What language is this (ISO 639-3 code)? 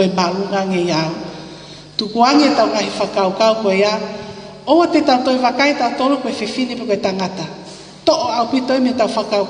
ton